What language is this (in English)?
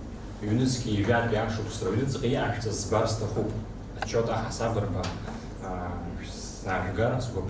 Abkhazian